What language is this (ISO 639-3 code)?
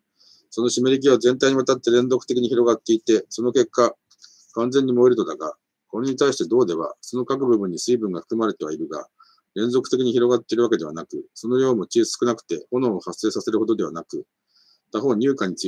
jpn